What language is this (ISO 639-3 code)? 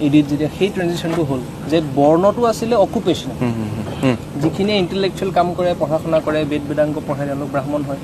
asm